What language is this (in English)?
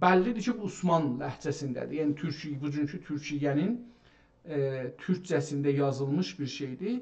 South Azerbaijani